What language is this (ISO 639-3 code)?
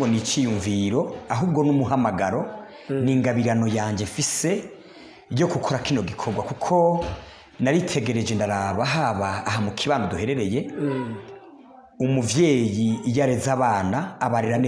run